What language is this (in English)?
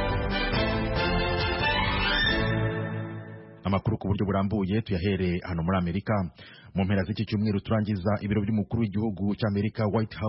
Kinyarwanda